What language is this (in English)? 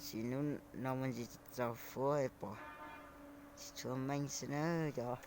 Hmong